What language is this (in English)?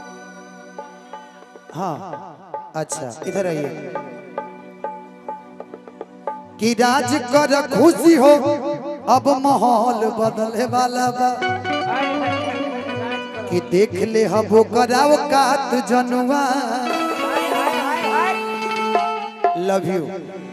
Bhojpuri